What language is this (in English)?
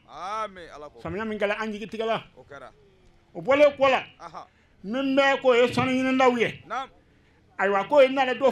Bambara